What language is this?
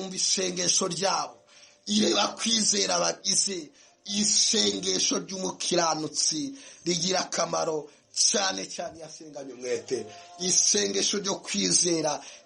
Kinyarwanda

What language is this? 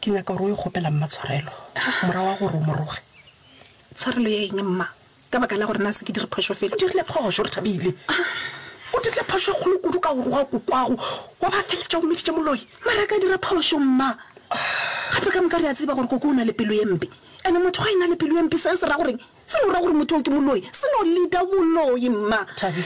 Northern Sotho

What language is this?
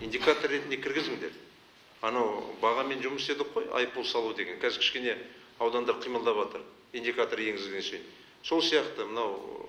Kazakh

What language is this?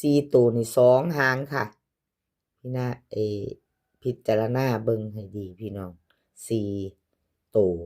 Northeastern Thai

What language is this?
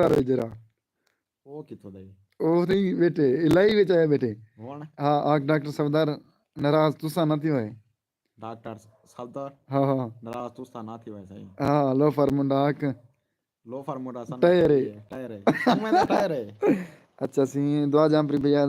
Saraiki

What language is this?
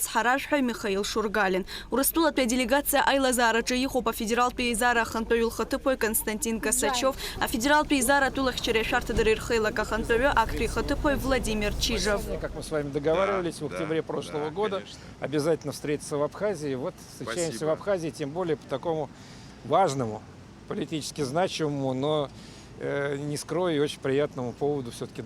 Abkhazian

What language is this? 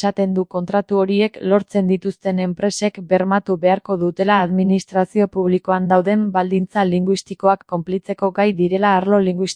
Basque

